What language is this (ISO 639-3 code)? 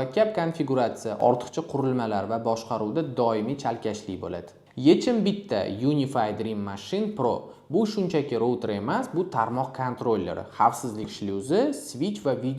uzb